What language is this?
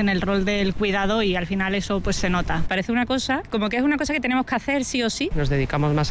Spanish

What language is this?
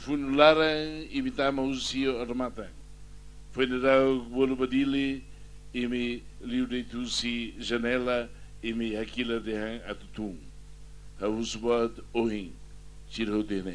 Tetum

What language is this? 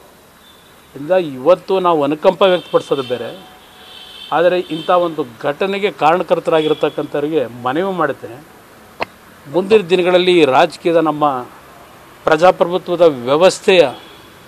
Kannada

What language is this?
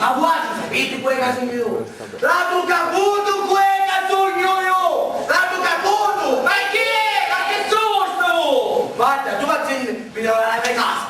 Sicilian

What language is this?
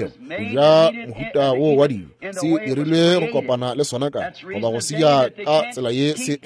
Northern Sotho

